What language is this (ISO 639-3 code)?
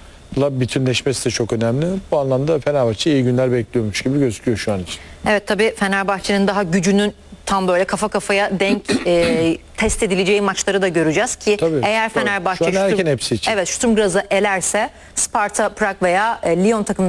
tur